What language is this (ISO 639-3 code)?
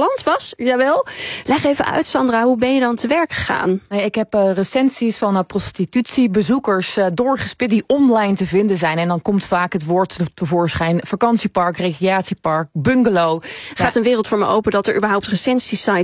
nld